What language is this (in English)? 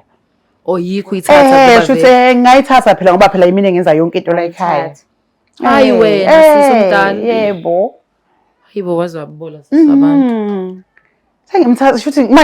Zulu